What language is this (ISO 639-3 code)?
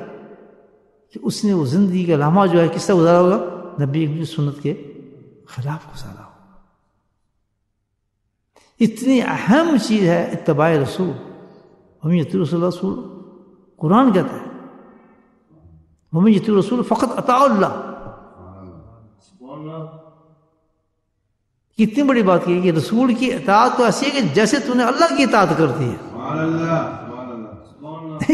urd